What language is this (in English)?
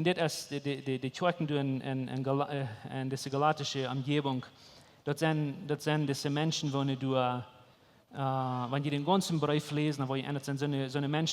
Plautdietsch